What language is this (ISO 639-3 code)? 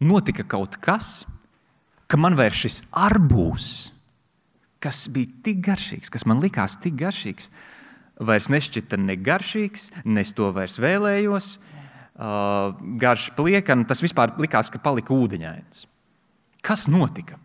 lav